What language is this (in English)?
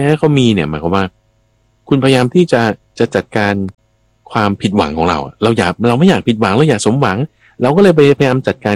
Thai